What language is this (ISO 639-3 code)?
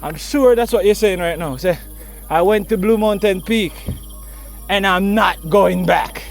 jam